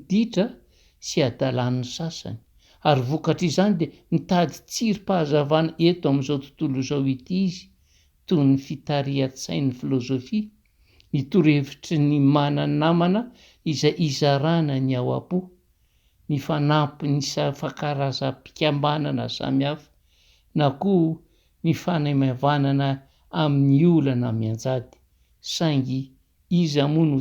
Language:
Malagasy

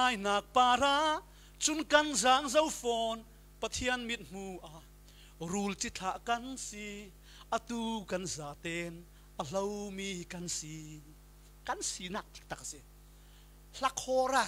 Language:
Falam Chin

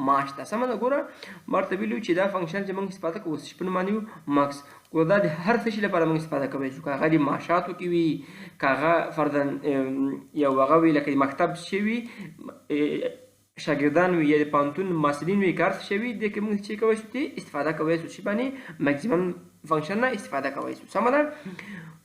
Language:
Pashto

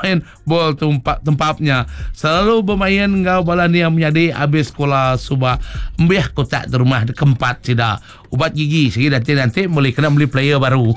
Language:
Iban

